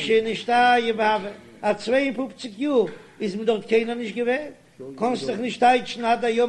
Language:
Yiddish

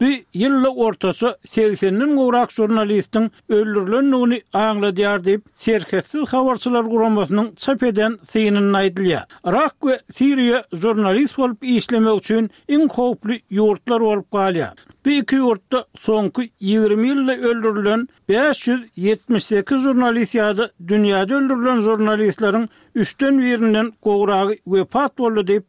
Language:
Turkmen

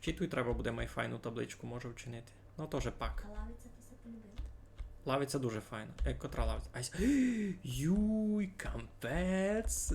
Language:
Rusyn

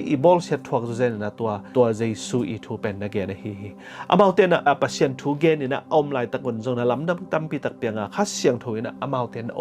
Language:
Tedim Chin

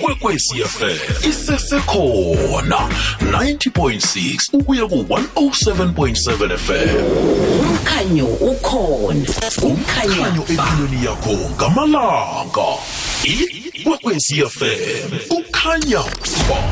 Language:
South Ndebele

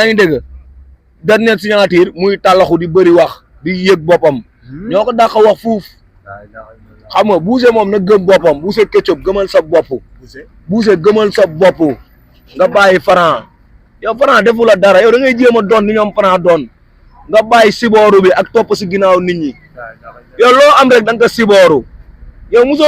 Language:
Wolof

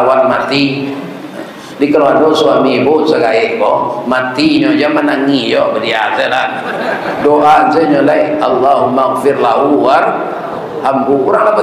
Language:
Minangkabau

